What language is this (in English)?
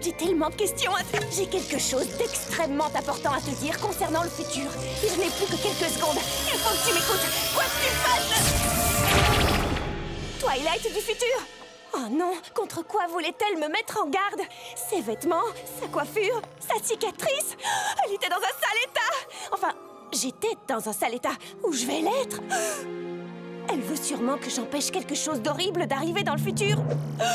French